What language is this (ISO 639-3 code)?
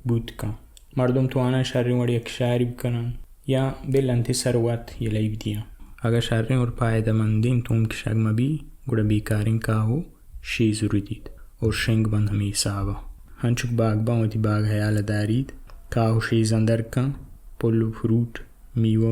bal